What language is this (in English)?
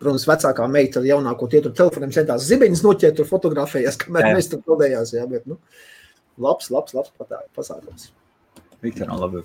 Latvian